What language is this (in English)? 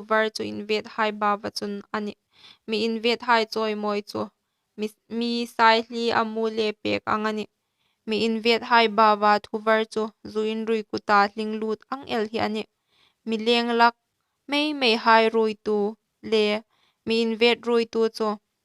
Hmar